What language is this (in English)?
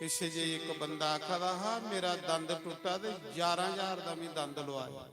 Dogri